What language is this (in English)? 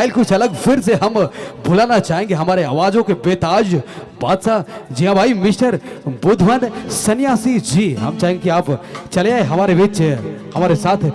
Sadri